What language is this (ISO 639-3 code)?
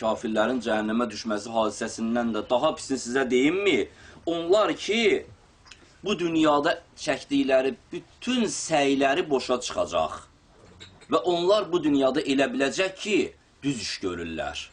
aze